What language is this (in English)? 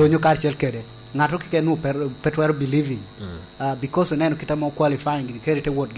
Lango (Uganda)